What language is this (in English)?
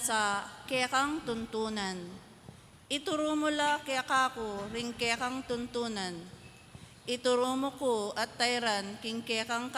Pampanga